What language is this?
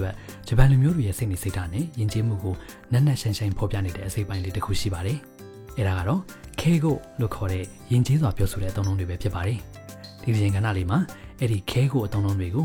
Burmese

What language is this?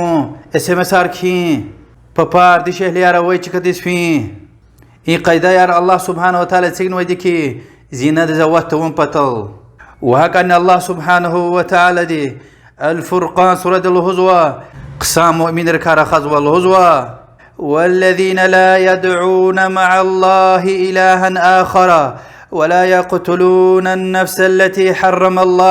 Lezghian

